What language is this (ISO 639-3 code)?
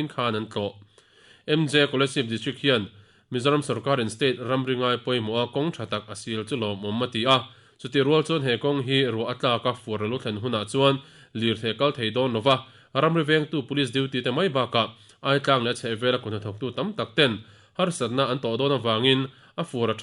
lus